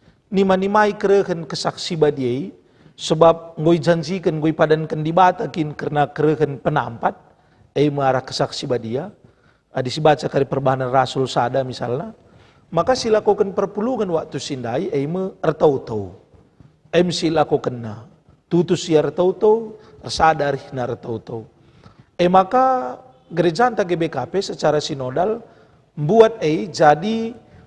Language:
Batak Karo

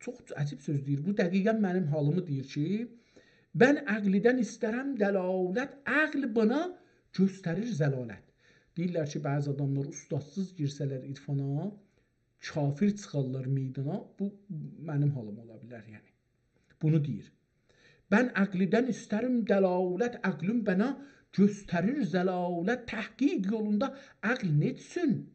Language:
South Azerbaijani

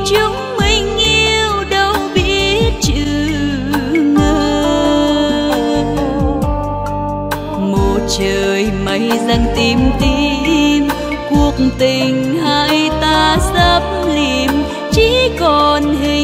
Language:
Vietnamese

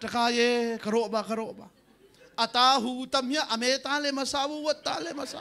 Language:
Hakha Chin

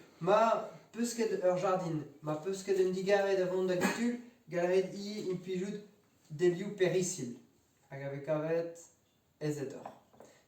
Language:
Breton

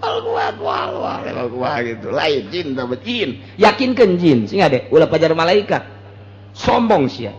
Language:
Sundanese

